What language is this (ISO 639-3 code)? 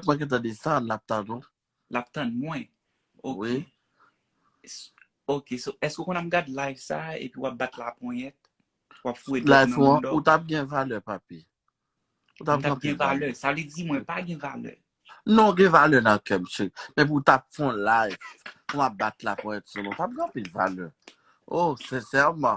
hat